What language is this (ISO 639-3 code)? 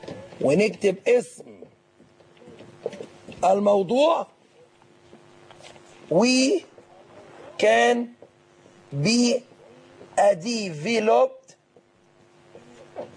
ara